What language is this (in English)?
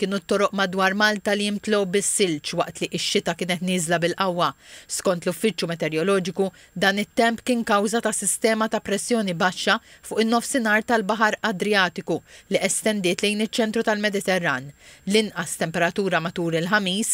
Maltese